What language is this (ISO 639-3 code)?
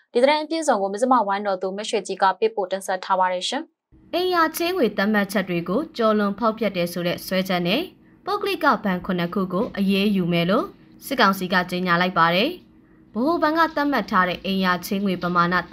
mya